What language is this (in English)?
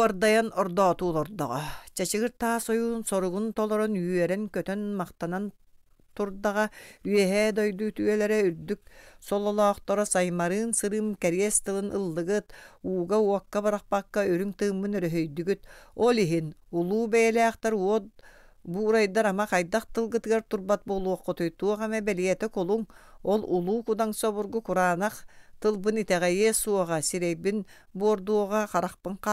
Yakut